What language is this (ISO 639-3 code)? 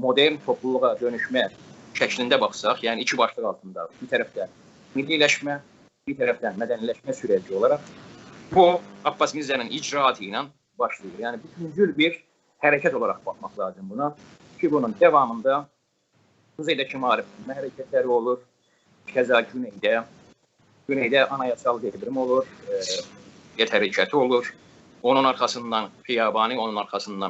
azb